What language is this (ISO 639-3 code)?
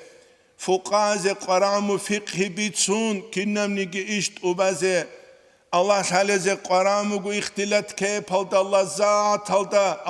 ava